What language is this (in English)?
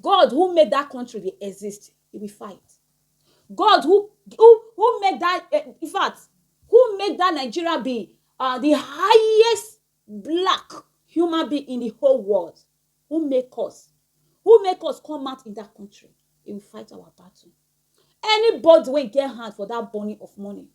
Nigerian Pidgin